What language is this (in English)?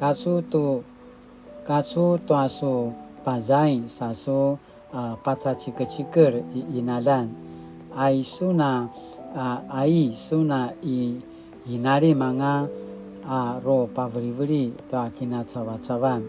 Paiwan